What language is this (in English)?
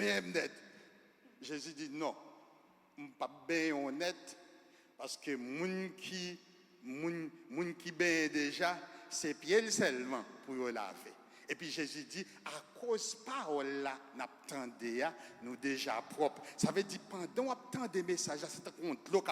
Haitian Creole